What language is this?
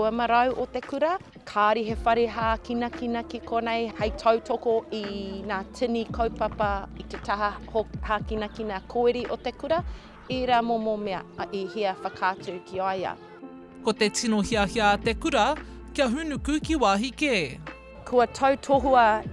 Māori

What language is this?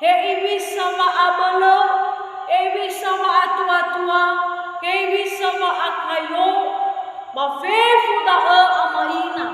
Nias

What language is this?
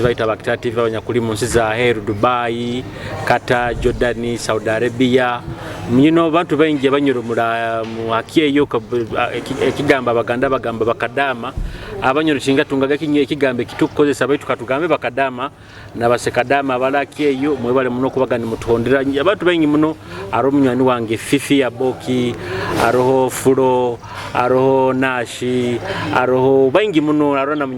Nyoro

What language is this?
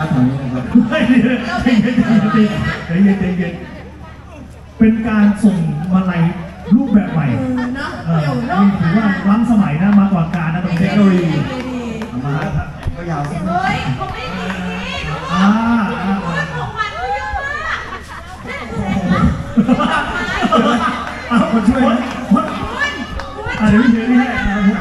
Thai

